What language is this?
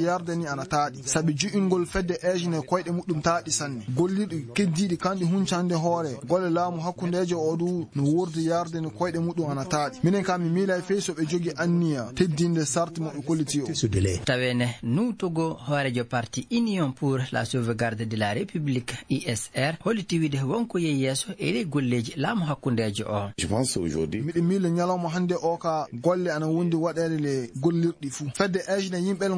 Fula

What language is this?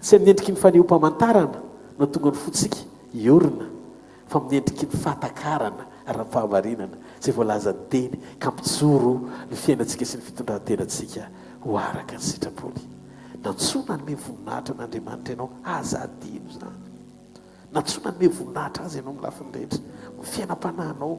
Malagasy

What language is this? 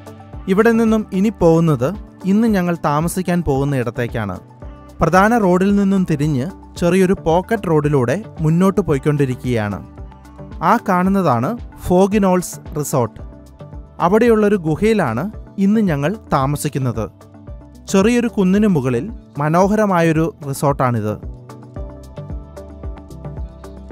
Malayalam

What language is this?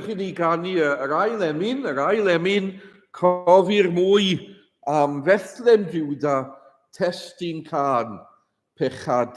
Welsh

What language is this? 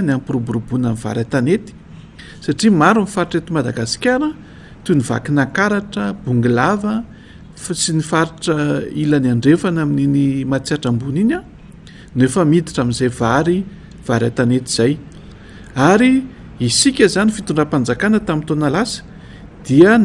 Malagasy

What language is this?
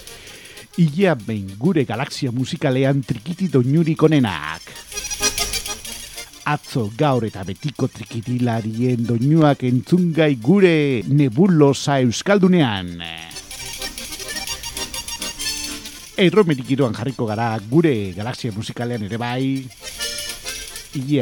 Basque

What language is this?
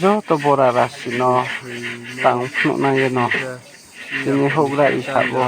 Riang (India)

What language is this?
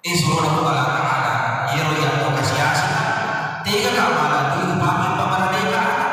Buginese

